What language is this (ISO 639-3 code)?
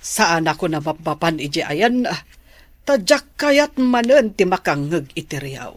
ilo